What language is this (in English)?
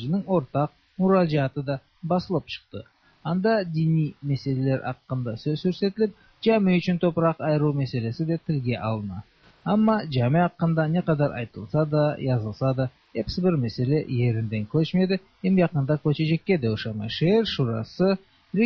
Tatar